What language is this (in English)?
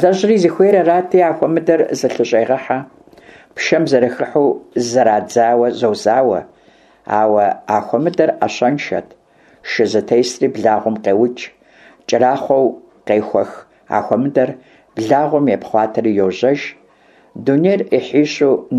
Kabardian